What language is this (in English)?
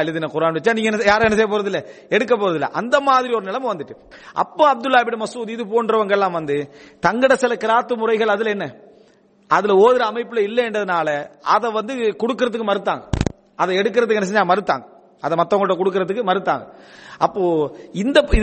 Tamil